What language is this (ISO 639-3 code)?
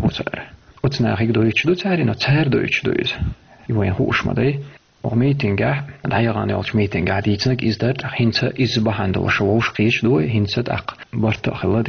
che